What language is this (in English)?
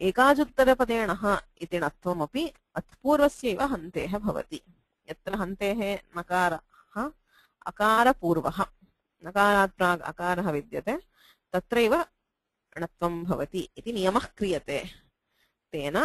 Sanskrit